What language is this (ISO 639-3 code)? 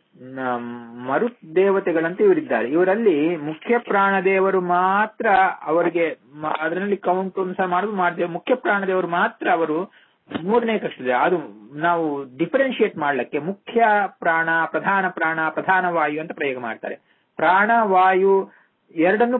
kan